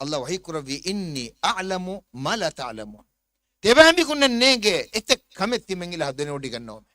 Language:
Divehi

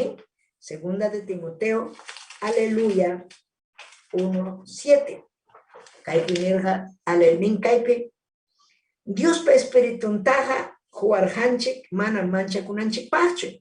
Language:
Ayacucho Quechua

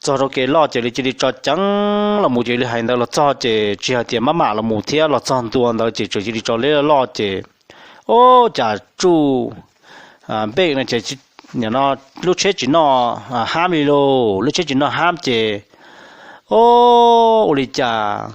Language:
Hmong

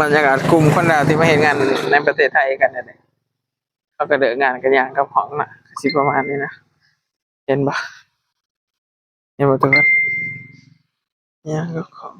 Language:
Lao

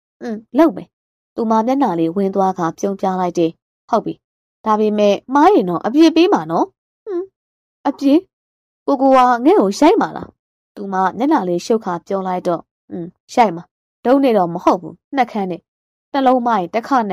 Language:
Burmese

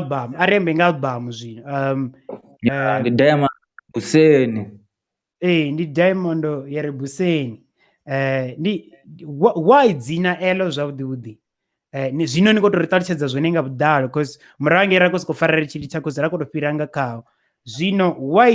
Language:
Venda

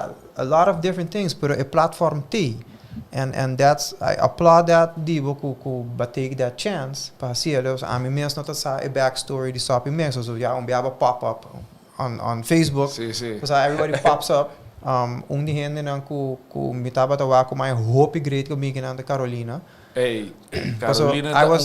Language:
Papiamento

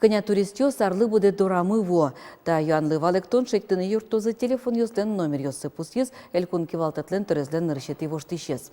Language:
Udmurt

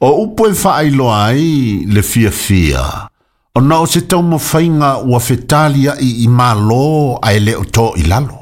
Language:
Samoan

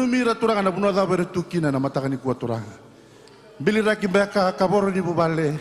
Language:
Fijian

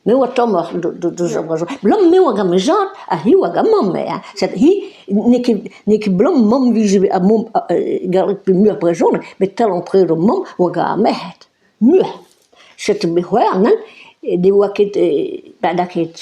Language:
Breton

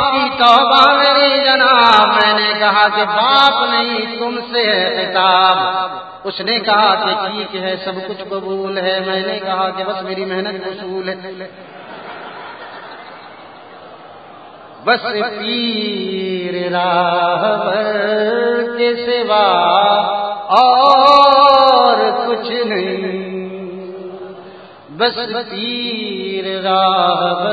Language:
Urdu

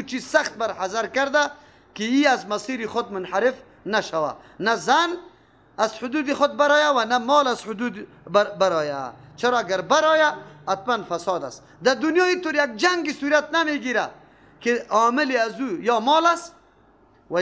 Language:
Persian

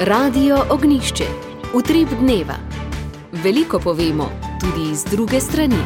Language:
Slovenian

